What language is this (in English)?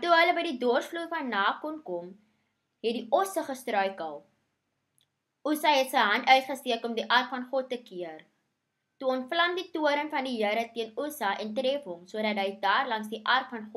Afrikaans